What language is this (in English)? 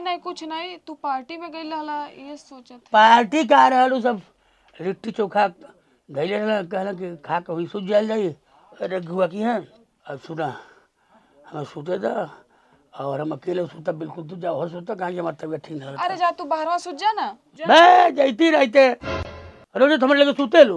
Bhojpuri